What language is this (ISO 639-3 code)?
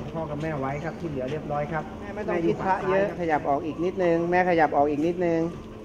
tha